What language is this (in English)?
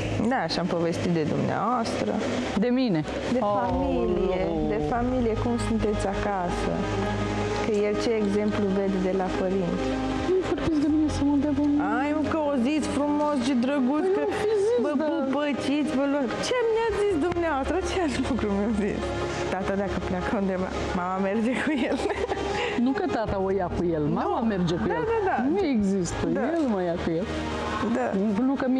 Romanian